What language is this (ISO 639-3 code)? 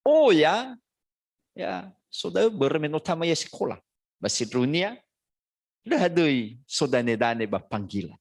nia